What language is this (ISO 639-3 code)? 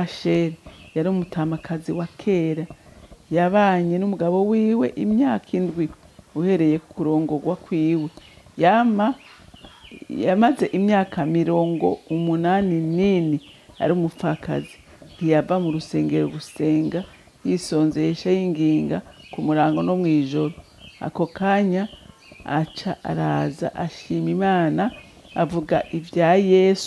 run